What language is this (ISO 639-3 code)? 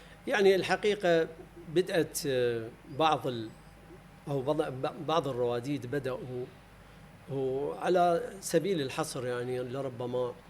acm